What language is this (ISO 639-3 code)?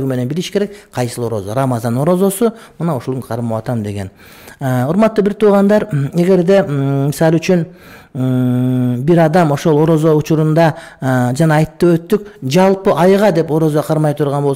kir